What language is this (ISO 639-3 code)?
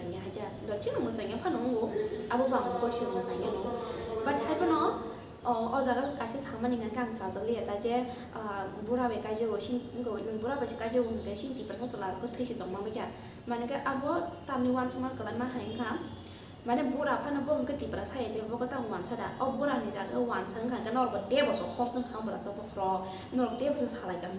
trp